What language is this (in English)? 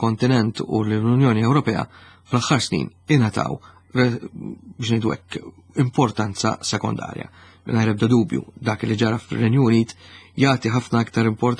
Maltese